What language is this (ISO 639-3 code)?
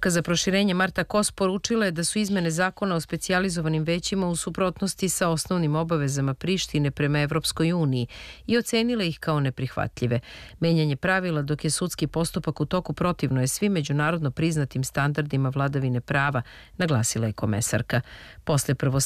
srp